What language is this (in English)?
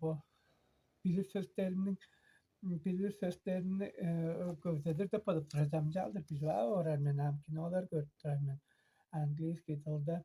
Tuvinian